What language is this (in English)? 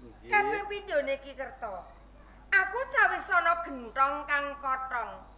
Javanese